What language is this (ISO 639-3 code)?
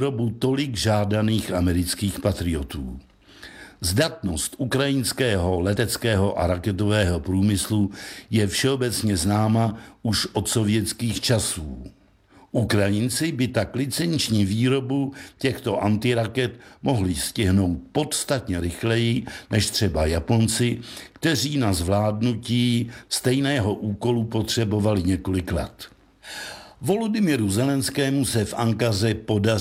ces